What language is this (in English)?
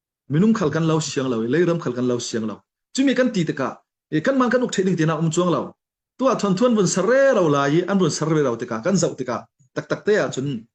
Falam Chin